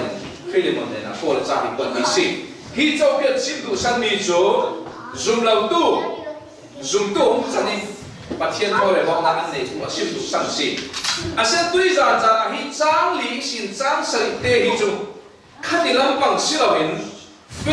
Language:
Falam Chin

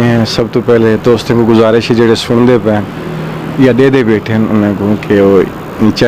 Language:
Saraiki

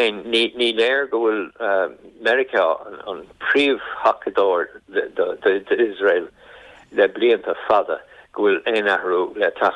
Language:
Irish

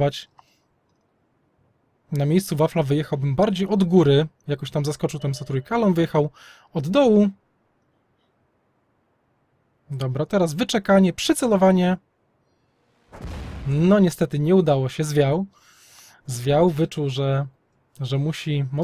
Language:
Polish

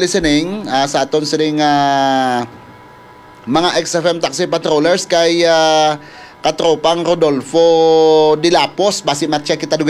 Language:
Hiligaynon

